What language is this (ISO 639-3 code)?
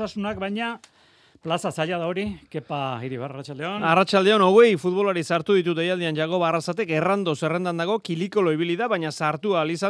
eus